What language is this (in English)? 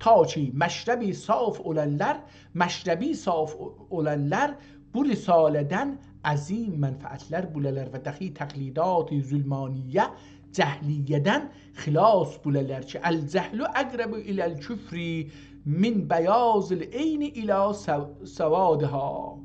South Azerbaijani